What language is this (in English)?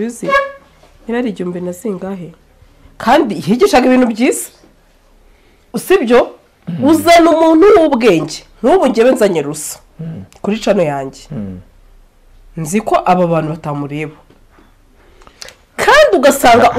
Kinyarwanda